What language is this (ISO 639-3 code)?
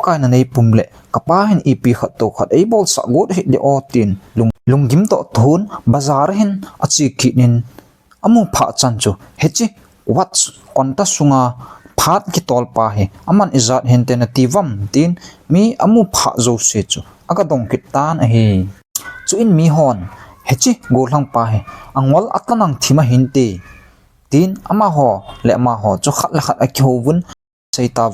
tcz